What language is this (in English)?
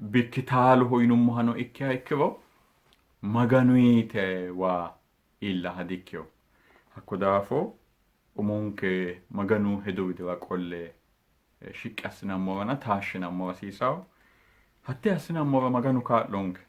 Sidamo